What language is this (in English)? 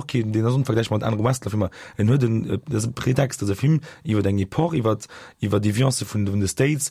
Luxembourgish